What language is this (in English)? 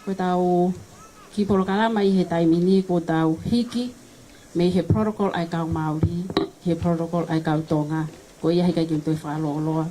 Tongan